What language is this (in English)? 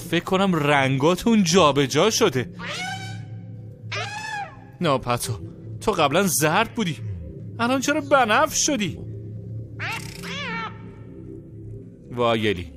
Persian